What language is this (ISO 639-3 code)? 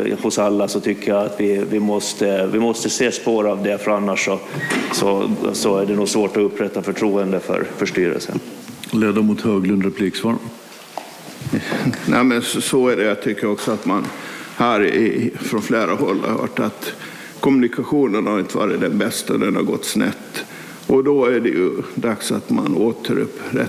swe